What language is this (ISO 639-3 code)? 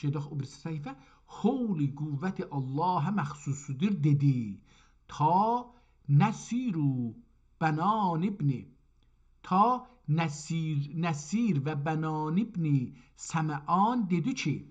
azb